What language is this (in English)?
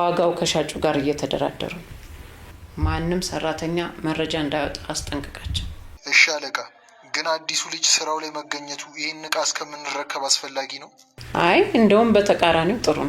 Amharic